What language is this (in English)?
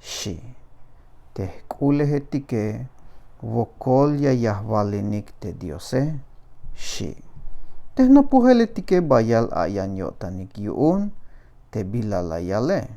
Tzeltal